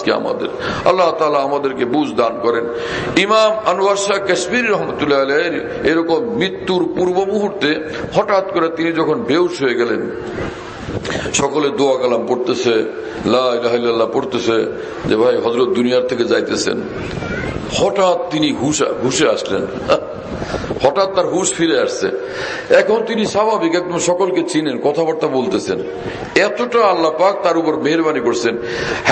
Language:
Bangla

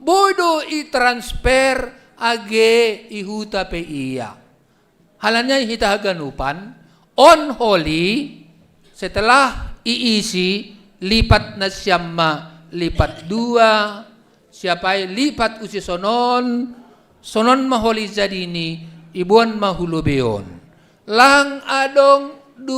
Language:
Batak Simalungun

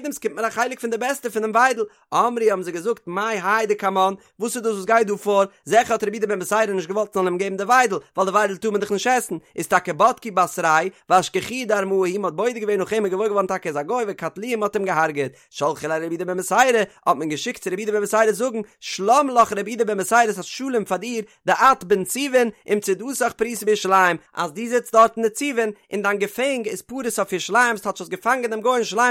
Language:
Yiddish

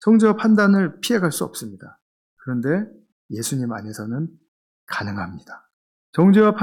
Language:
Korean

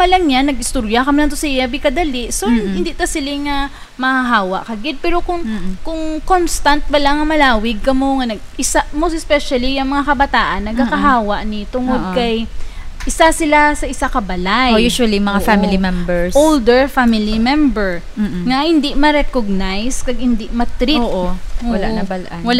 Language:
Hiligaynon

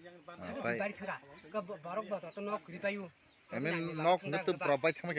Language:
Kok Borok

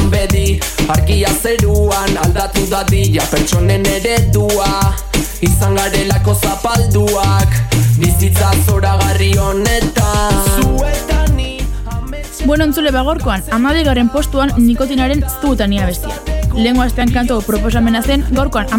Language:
Basque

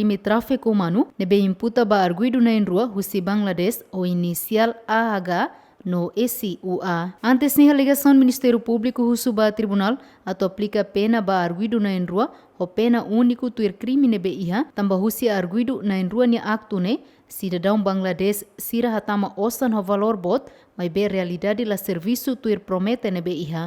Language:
Tetum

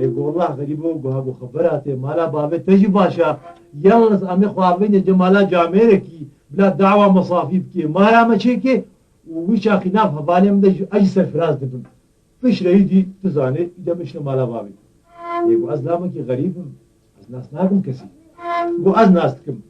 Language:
Kurdish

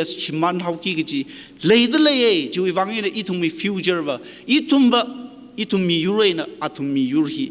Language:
Tangkhul Naga (India)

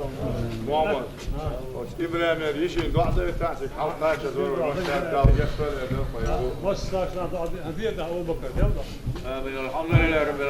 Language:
Chechen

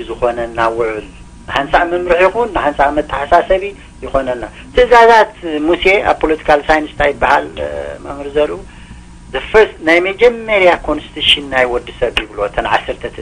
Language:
Tigrinya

